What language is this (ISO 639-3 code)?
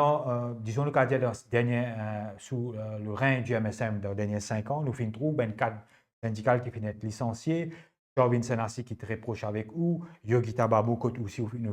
mfe